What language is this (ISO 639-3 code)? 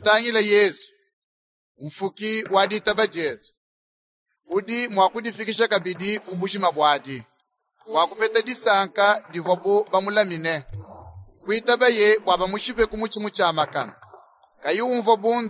lua